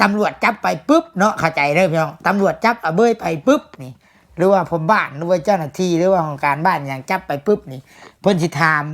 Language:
Lao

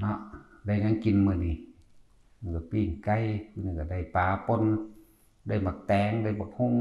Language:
Northeastern Thai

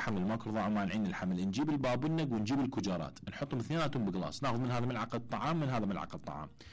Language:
Mesopotamian Arabic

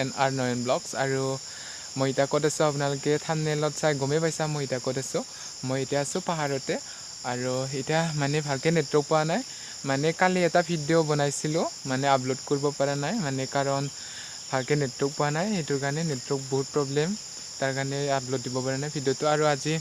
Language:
Assamese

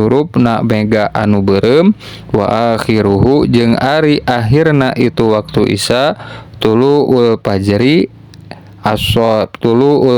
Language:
Sundanese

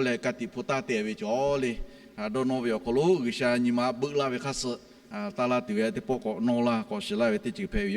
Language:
Lahu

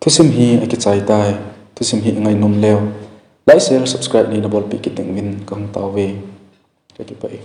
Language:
Thado Chin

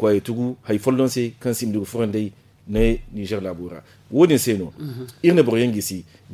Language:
Zarma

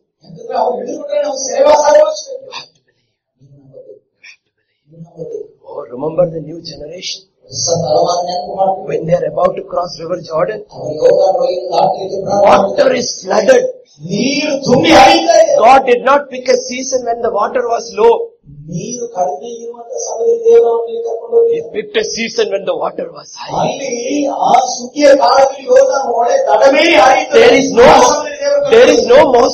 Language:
Kannada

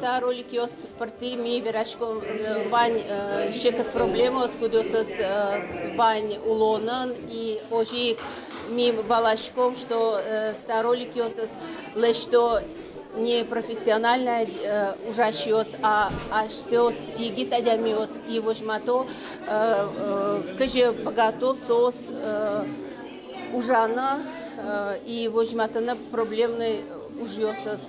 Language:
Udmurt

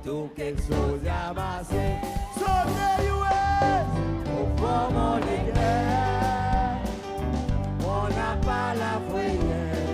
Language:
Seselwa Creole French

